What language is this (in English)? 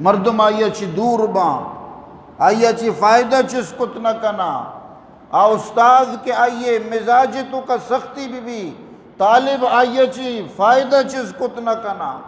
Eastern Balochi